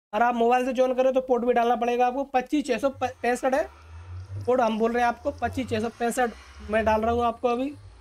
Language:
Hindi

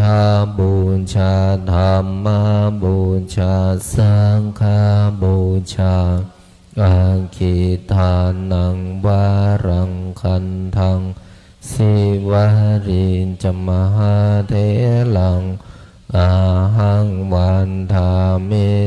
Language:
Pali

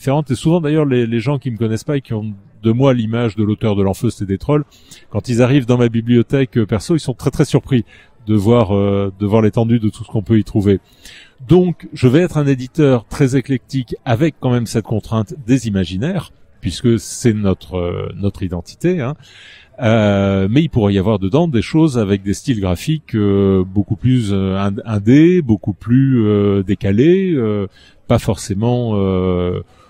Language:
French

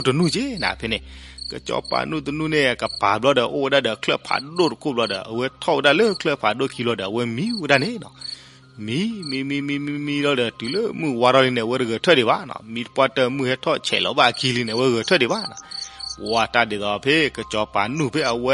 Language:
S'gaw Karen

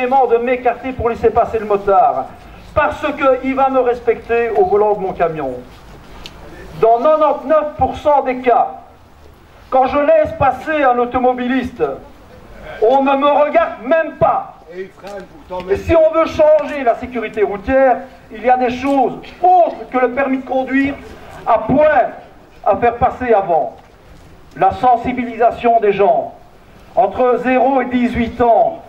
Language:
French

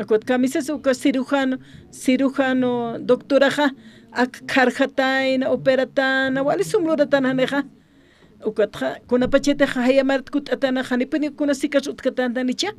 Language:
Aymara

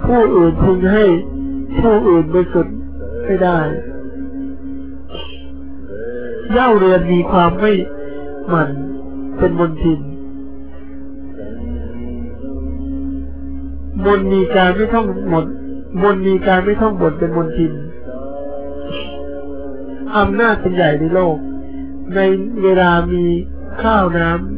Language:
Thai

